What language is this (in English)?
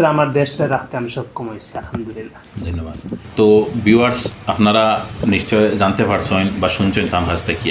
Sylheti